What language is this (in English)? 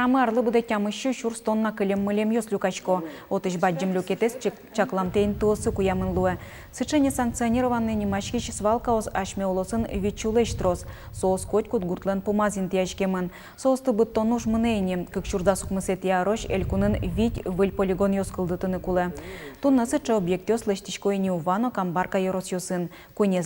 Udmurt